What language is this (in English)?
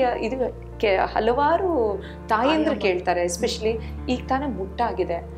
Kannada